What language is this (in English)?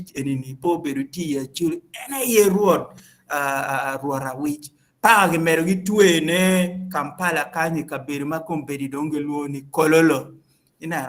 Acoli